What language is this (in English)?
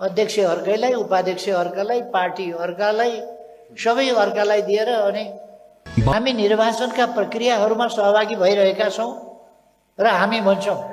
Nepali